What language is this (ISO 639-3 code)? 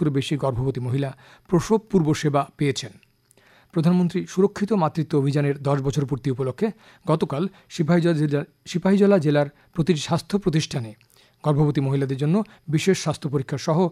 ben